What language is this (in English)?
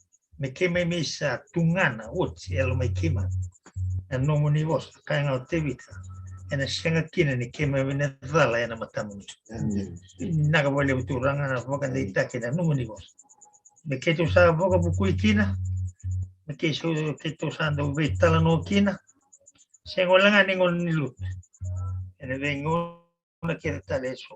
Fijian